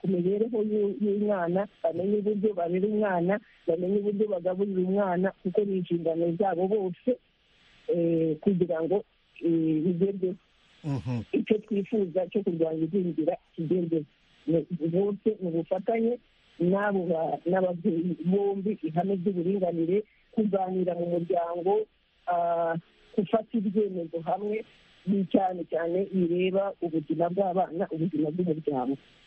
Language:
Kinyarwanda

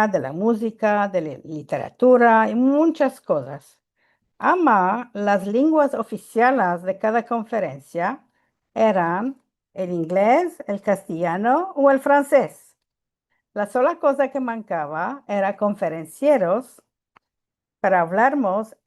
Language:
Ladino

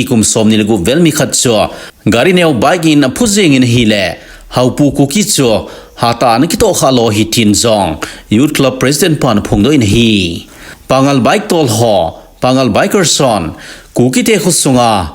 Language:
Thado Chin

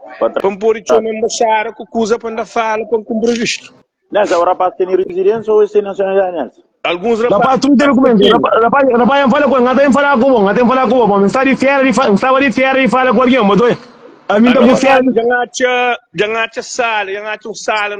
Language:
Kabuverdianu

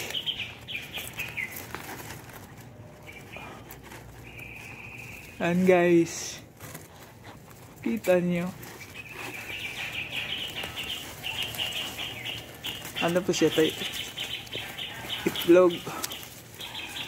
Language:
Filipino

